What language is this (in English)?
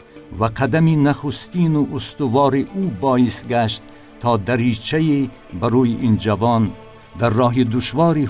Tajik